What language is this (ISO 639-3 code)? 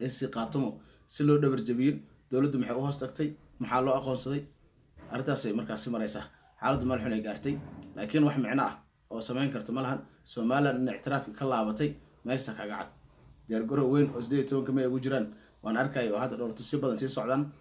som